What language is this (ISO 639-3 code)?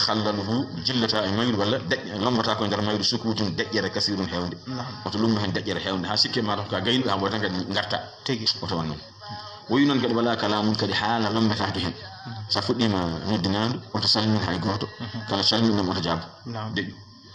ful